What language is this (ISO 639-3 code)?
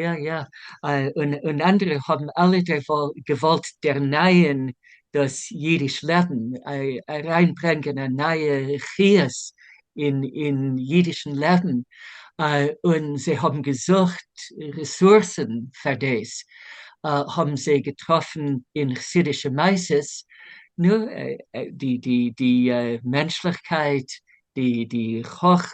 yid